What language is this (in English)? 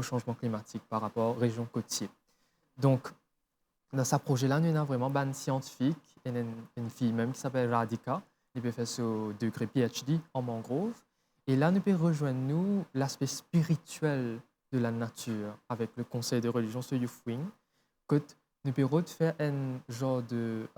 Morisyen